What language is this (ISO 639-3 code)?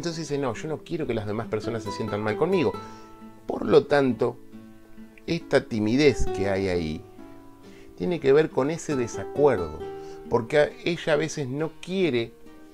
spa